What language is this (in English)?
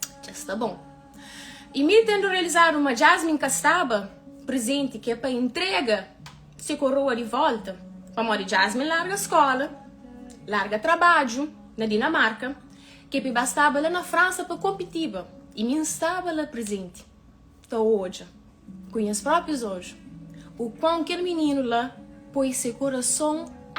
Kabuverdianu